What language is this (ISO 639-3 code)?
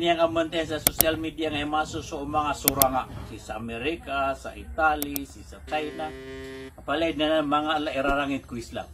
mrw